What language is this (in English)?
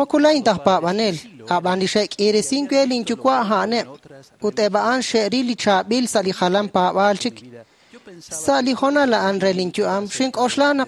Kekchí